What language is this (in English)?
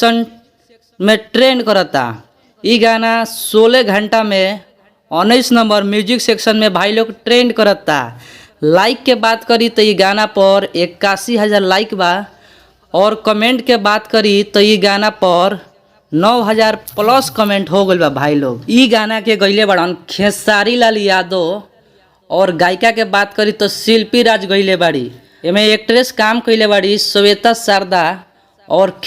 Bhojpuri